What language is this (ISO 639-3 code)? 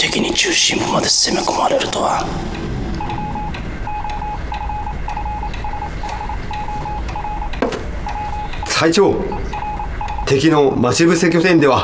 jpn